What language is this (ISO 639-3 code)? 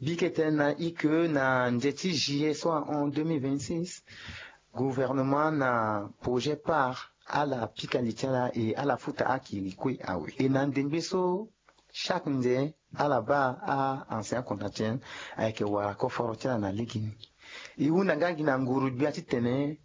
sag